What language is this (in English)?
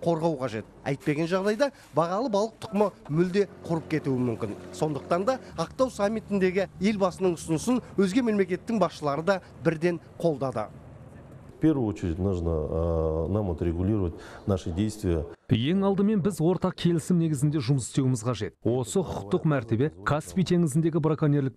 Kazakh